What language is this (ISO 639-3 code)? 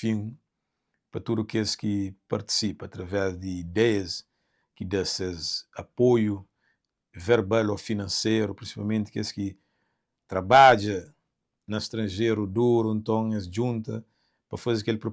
kea